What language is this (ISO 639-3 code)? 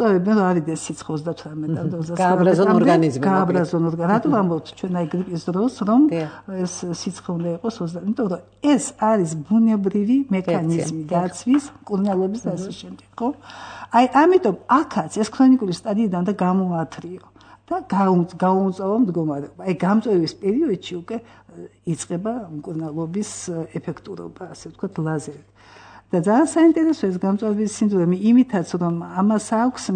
kat